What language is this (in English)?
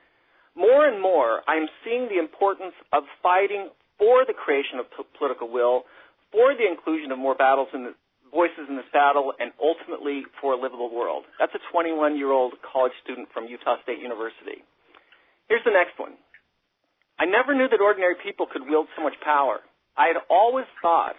English